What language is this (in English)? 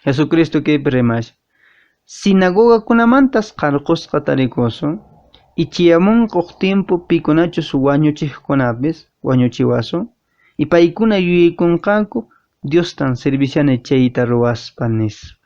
Quechua